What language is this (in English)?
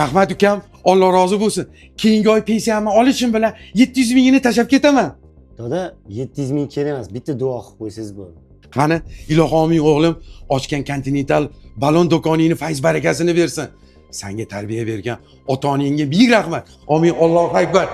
Uzbek